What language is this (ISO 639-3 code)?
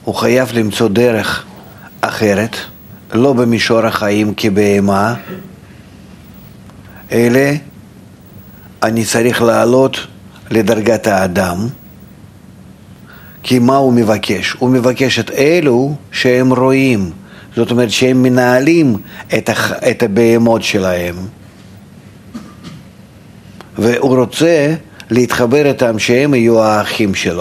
heb